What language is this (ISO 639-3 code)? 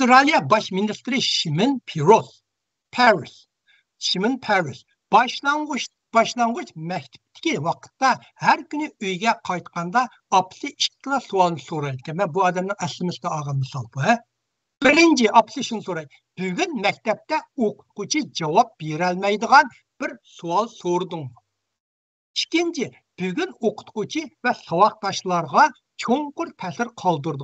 uig